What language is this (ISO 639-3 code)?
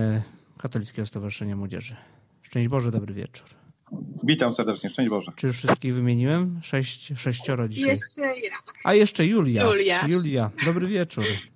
pol